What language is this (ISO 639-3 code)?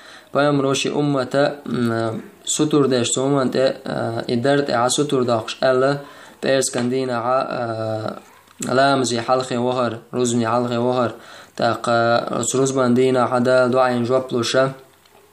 che